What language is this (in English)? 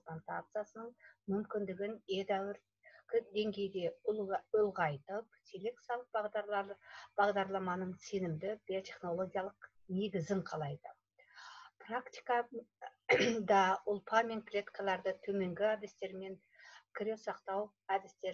Kazakh